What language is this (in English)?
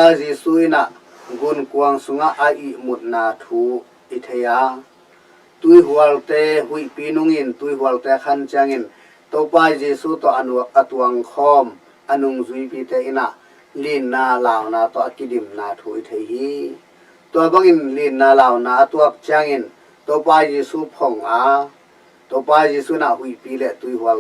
Tedim Chin